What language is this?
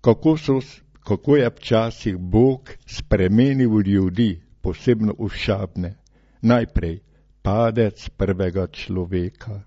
Slovenian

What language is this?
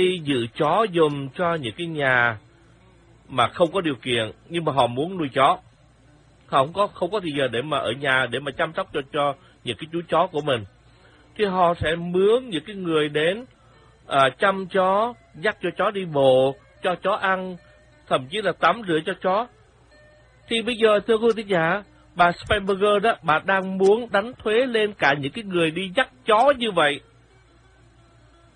Vietnamese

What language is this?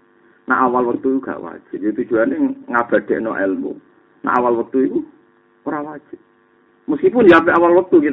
Javanese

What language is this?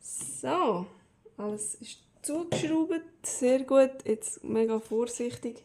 Swiss German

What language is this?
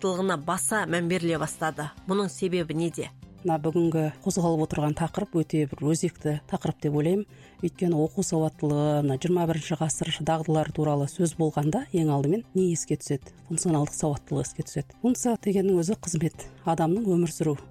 Kazakh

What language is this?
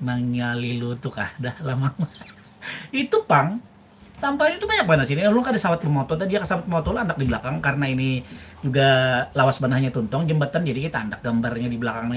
Banjar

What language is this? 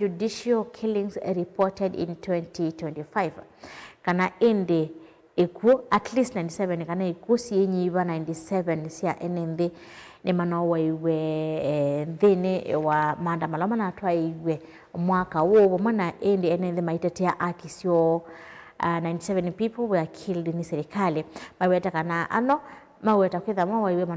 Kamba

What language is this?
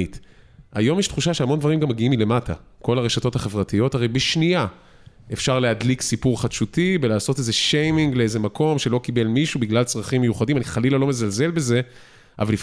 Hebrew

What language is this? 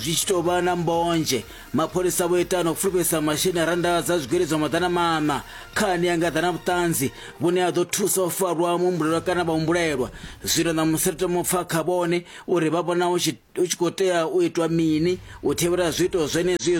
Venda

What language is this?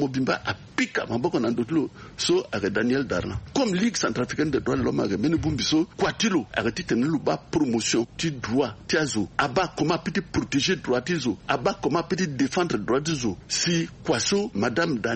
Sango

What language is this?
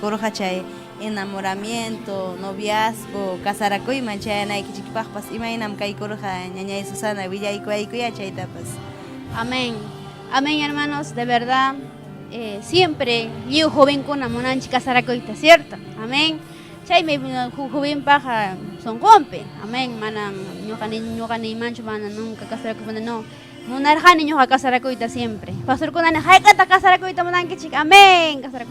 Ayacucho Quechua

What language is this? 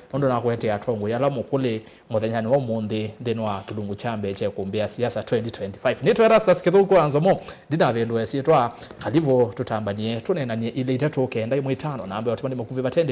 Kamba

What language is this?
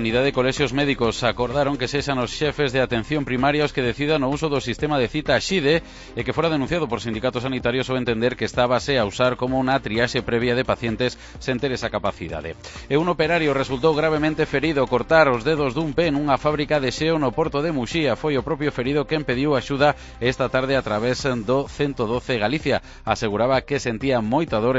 Galician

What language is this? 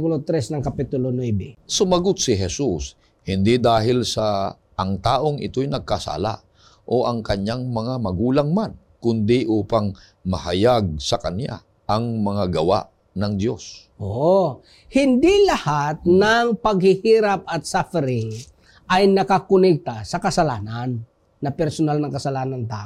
Filipino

